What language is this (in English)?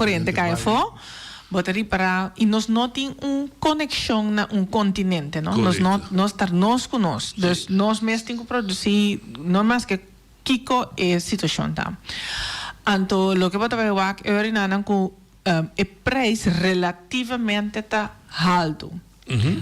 Papiamento